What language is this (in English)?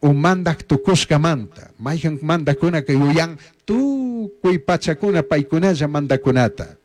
Chimborazo Highland Quichua